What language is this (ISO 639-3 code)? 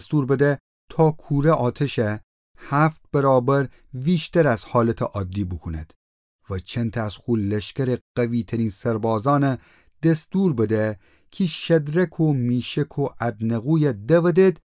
glk